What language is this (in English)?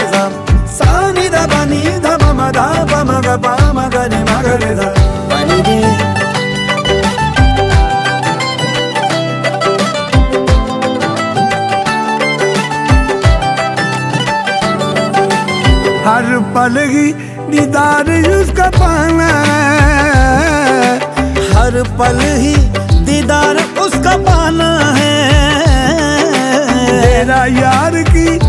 Hindi